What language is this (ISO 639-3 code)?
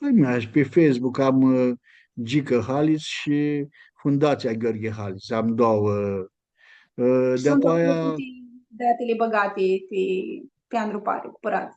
rup